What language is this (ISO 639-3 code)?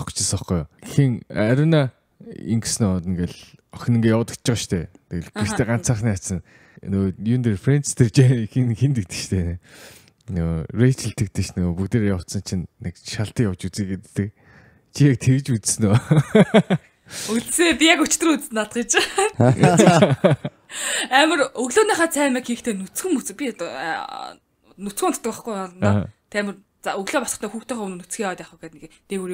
mon